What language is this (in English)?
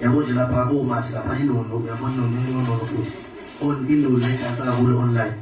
Zulu